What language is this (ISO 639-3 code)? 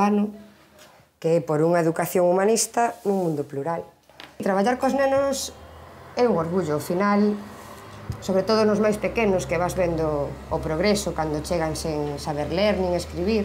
glg